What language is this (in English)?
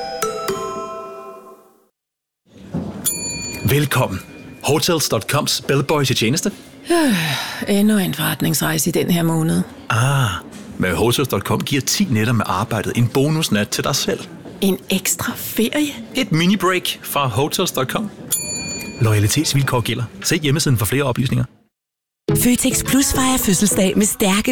Danish